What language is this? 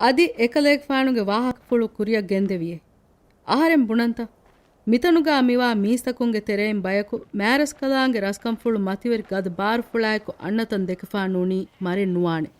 Divehi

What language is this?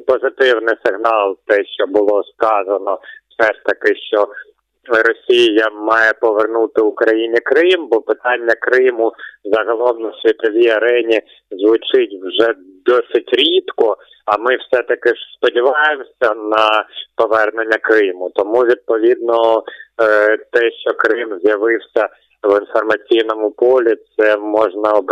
Ukrainian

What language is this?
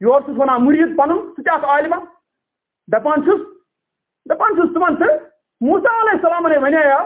Kashmiri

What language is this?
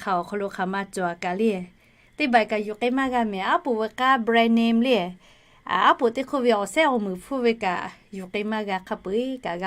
Lahu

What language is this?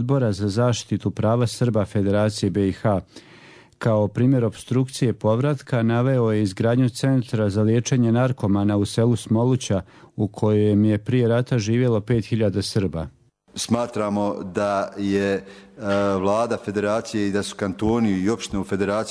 Croatian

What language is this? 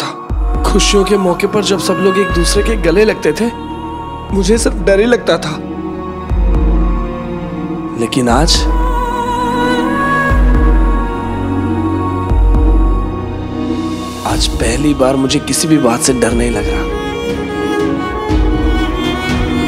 Hindi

